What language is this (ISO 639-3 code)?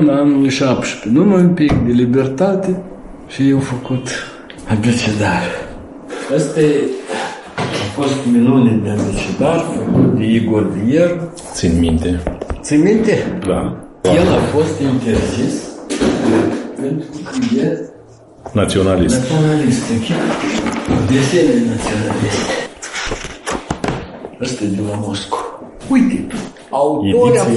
ron